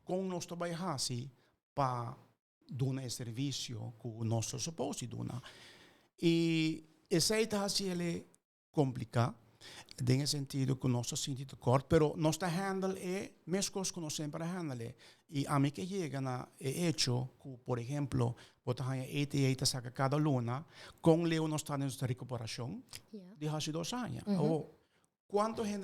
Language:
Papiamento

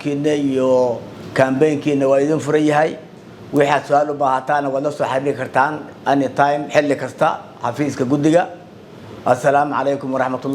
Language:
Somali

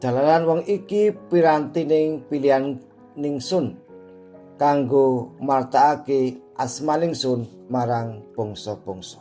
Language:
Javanese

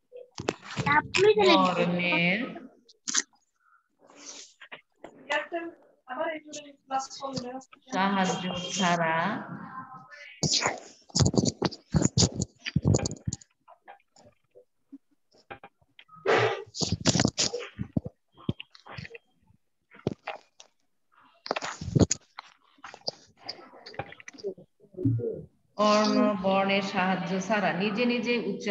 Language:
Bangla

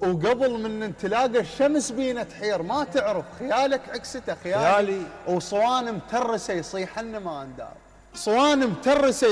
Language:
Mesopotamian Arabic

